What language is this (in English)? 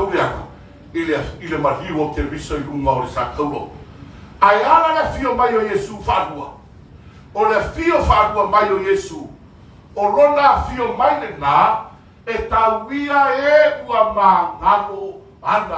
Samoan